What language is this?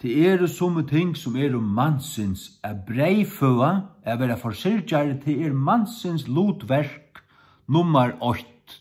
Faroese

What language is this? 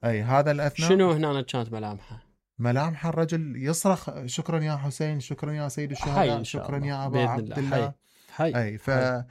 Mesopotamian Arabic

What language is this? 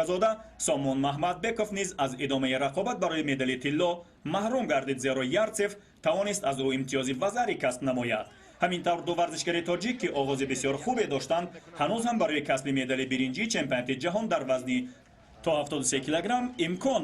Tajik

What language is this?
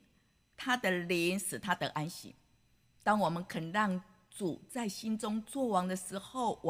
Chinese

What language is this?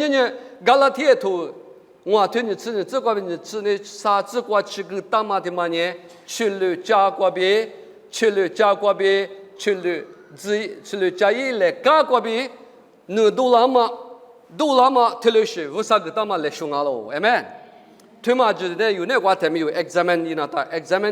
Lisu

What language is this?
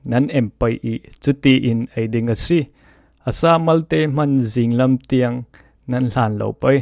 Falam Chin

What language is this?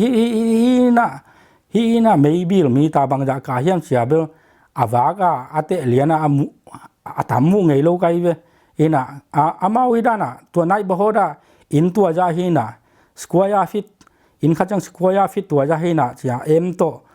Tedim Chin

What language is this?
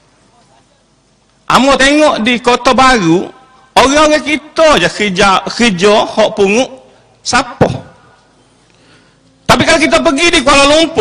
Malay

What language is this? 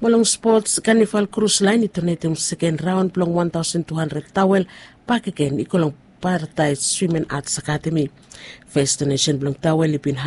Bislama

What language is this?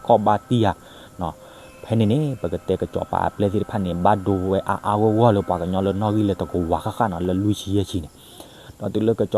S'gaw Karen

